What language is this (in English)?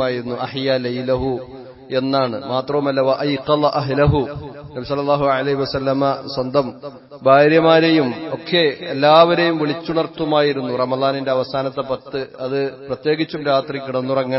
Malayalam